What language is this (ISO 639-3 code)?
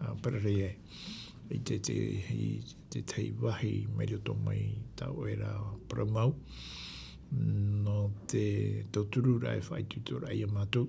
tah